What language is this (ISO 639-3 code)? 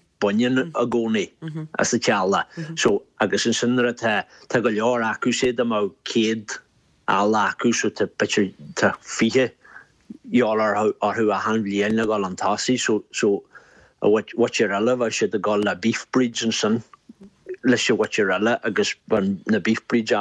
gle